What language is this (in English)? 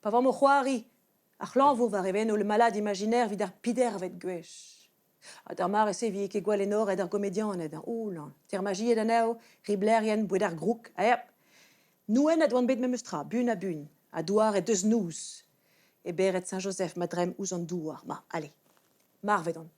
Breton